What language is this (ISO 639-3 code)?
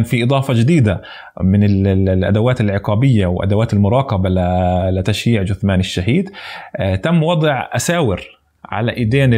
apc